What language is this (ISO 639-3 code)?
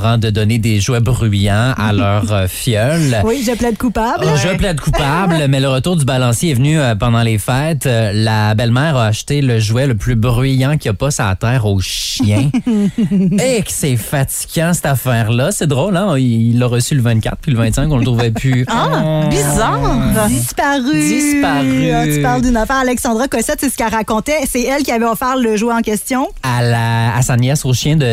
fra